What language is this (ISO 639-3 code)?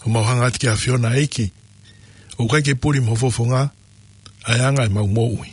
ton